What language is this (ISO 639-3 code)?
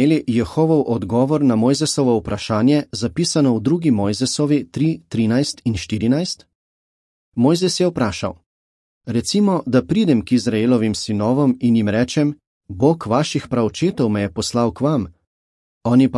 slv